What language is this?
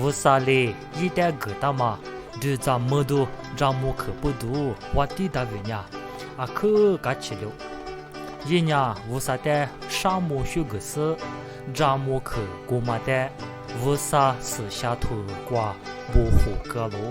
Lisu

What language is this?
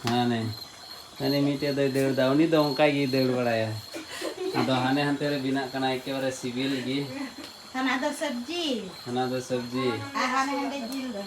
Santali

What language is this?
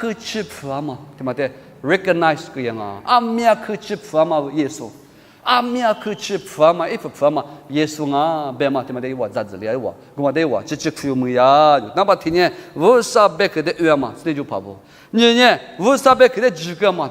Lisu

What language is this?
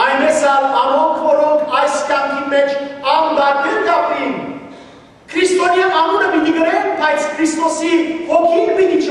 Western Armenian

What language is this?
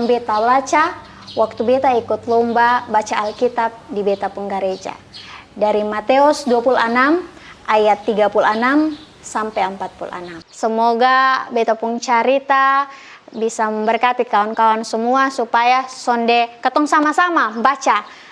Kupang Malay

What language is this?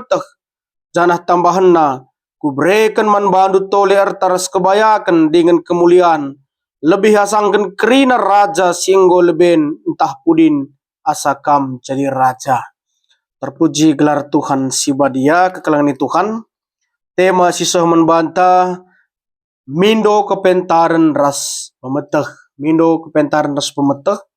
Batak Karo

